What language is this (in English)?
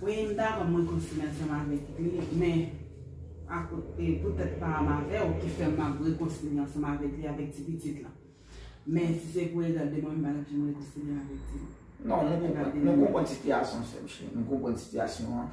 Haitian Creole